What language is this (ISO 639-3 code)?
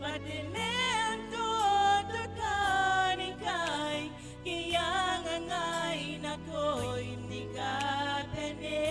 gil